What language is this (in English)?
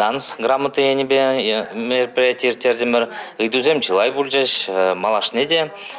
Chuvash